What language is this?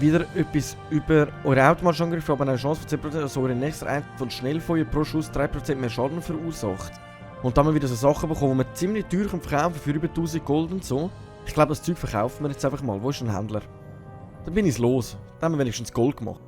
Swiss German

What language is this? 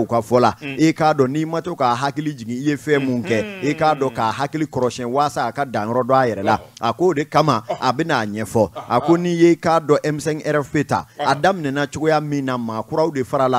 Bambara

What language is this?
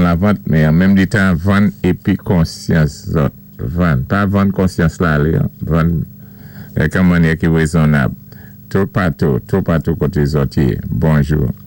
Saint Lucian Creole French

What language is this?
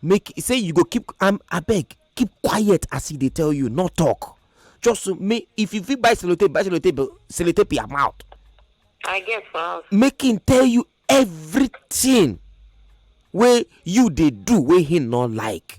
Nigerian Pidgin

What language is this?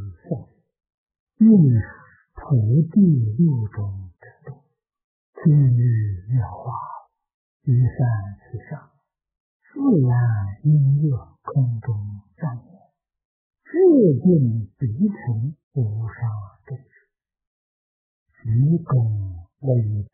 Chinese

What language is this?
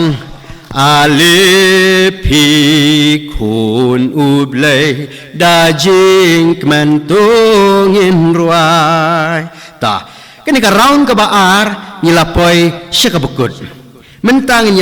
Khasi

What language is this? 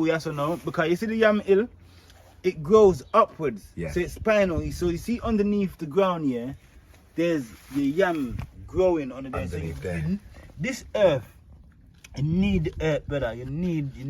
Jamaican Creole English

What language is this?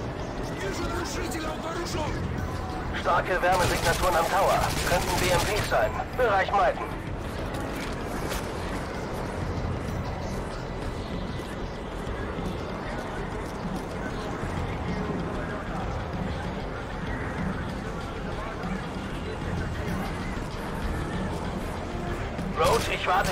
German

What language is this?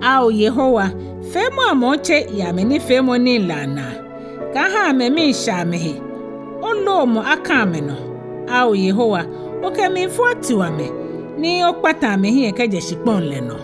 Ga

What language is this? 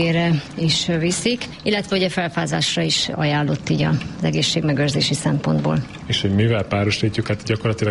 Hungarian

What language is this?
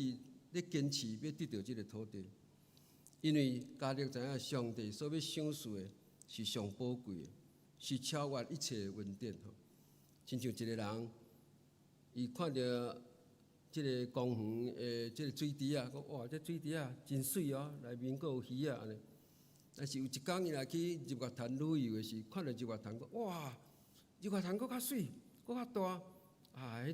Min Nan Chinese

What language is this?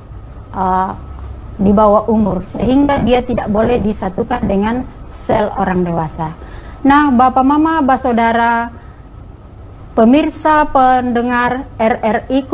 Indonesian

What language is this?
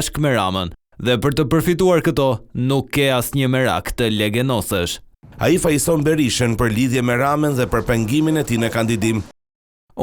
Albanian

